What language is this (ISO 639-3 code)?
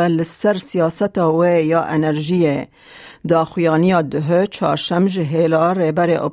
kur